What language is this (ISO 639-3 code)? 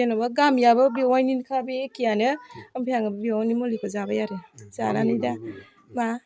brx